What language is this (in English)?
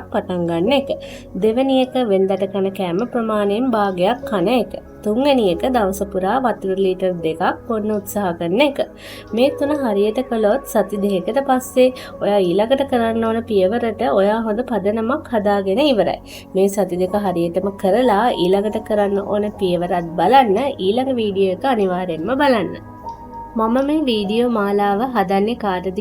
Sinhala